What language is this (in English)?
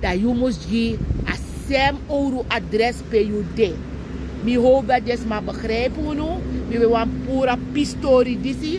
Sranan Tongo